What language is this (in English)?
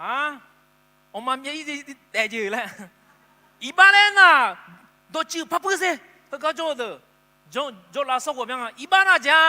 Akha